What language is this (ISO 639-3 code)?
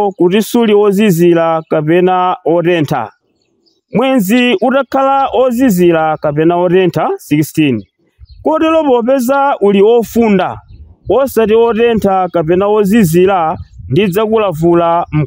nya